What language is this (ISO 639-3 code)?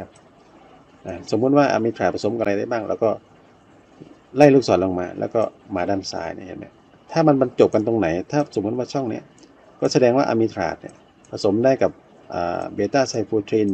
tha